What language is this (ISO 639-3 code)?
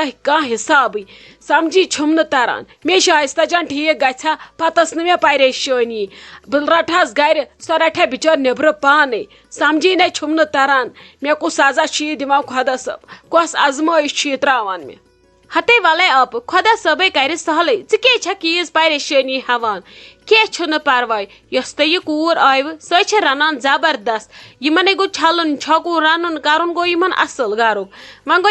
kas